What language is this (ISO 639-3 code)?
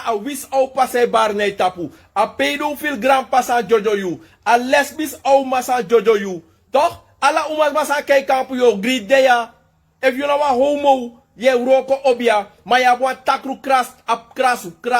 srn